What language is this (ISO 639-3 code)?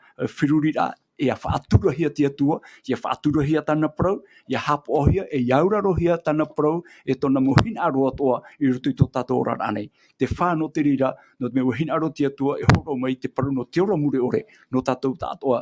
tah